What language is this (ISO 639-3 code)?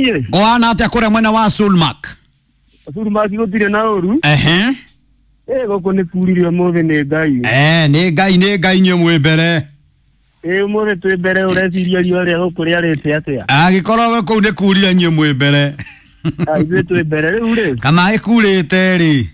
kik